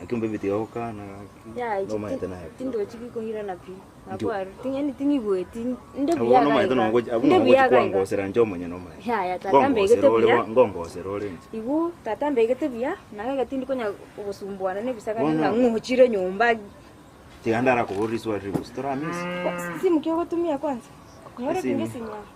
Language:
Gusii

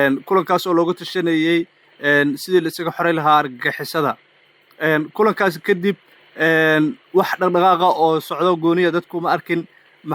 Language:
Somali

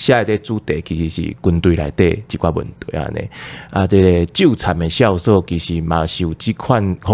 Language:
Min Nan Chinese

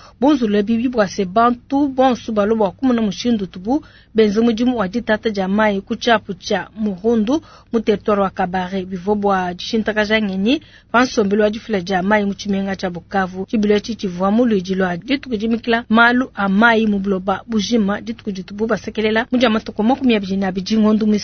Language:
Luba-Lulua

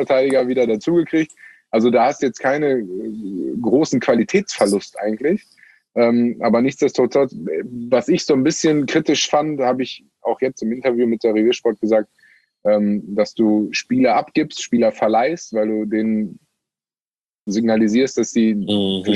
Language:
German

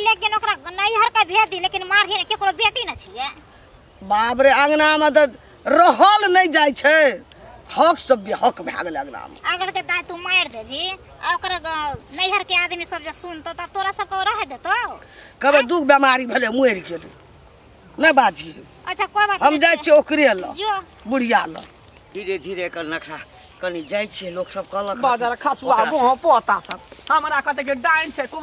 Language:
Maithili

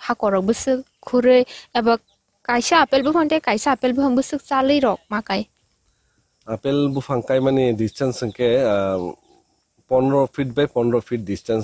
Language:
Kok Borok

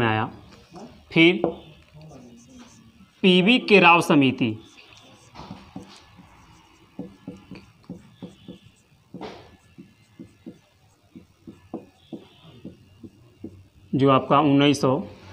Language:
Hindi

